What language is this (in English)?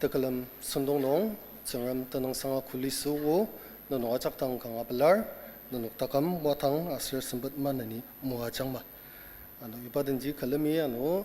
Ao Naga